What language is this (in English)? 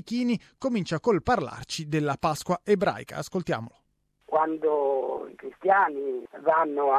Italian